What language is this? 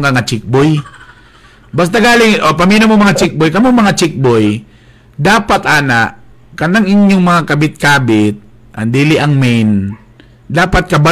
Cebuano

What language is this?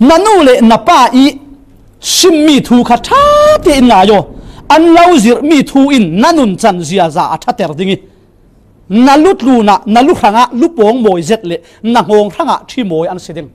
Falam Chin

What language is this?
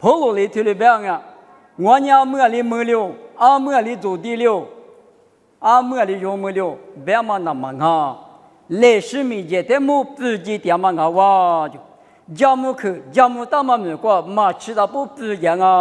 Lisu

